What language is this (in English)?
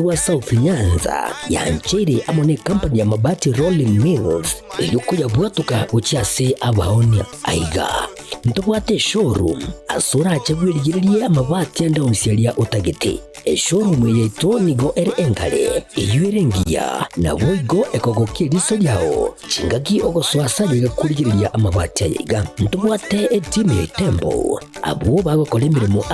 Gusii